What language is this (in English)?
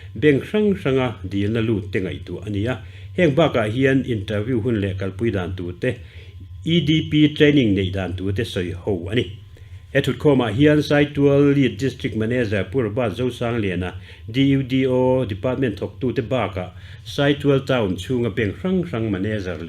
Mizo